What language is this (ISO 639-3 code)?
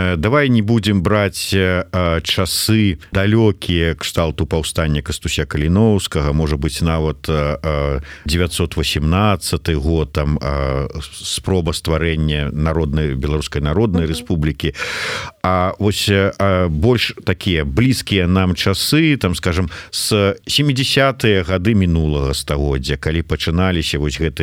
bel